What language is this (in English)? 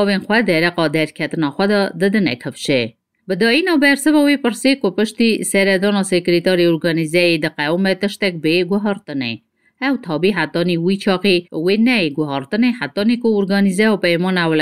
Kurdish